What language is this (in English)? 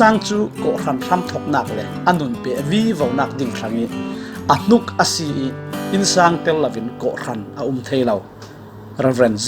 Falam Chin